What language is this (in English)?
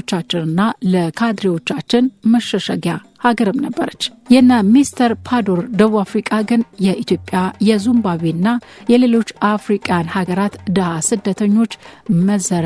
Amharic